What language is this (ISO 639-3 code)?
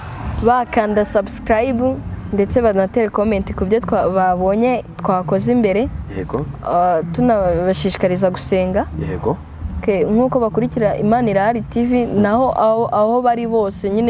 kin